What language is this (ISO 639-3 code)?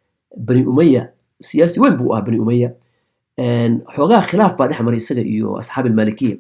som